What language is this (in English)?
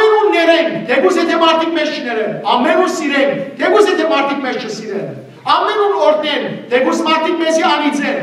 Western Armenian